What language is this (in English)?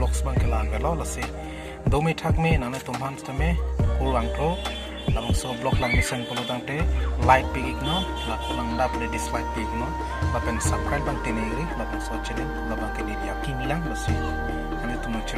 Karbi